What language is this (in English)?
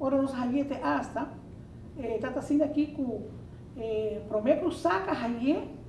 Papiamento